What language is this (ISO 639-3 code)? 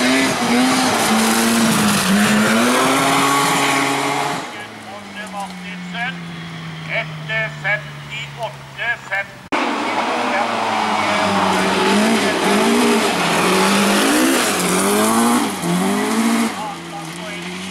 nor